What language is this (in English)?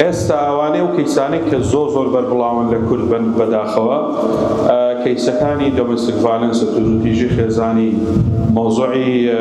Central Kurdish